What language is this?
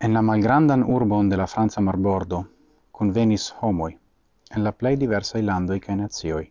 Esperanto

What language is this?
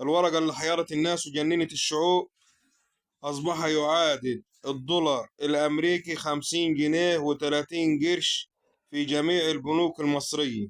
Egyptian Arabic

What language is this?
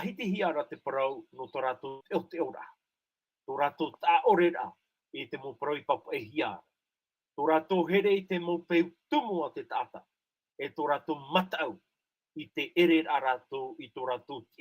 Tahitian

